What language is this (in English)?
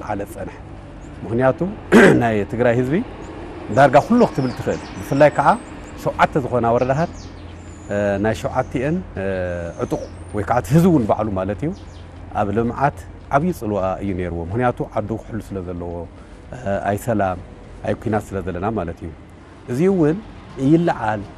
Tigrinya